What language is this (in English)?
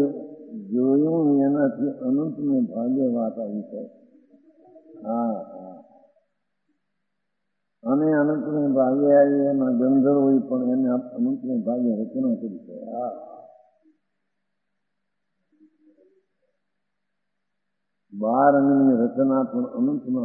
Gujarati